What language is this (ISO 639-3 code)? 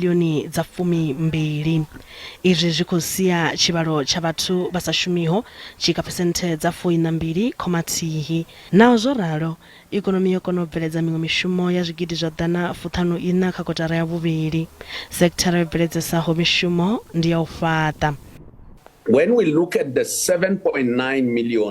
ven